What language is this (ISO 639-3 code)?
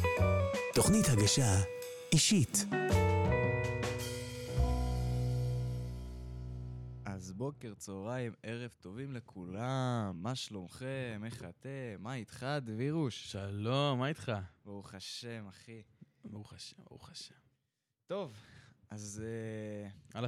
heb